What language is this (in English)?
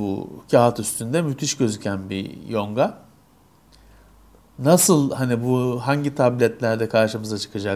Turkish